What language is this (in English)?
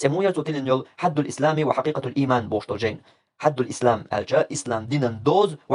Chechen